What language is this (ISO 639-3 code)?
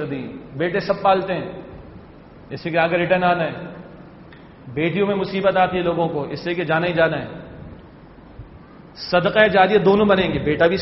urd